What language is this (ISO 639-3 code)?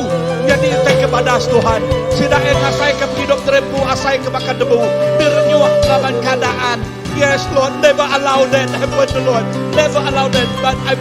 iba